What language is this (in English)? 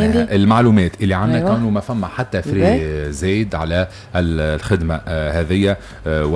Tunisian Arabic